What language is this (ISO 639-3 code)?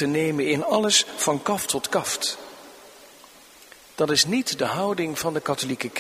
nld